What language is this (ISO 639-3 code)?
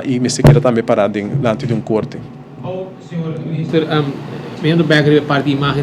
pap